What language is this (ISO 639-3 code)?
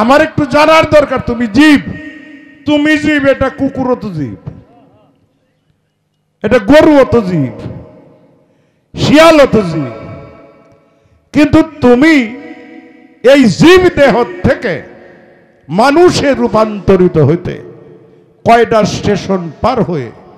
ben